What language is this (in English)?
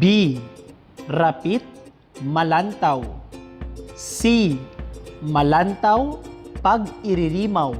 Kinaray-a